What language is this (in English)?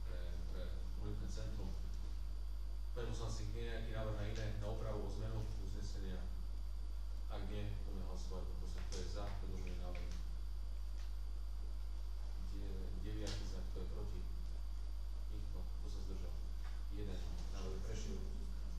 Slovak